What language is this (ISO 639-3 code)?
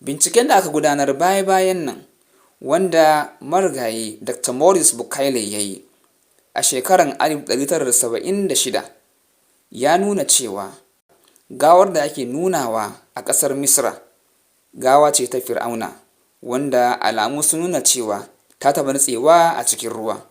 hau